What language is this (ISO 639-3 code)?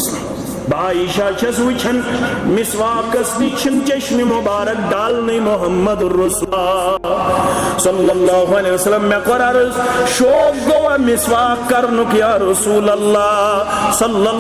kas